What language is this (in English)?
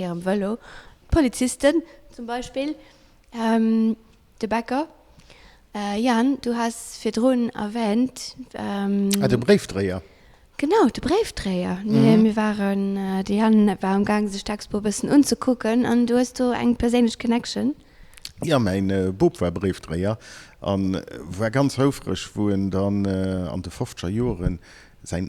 Luxembourgish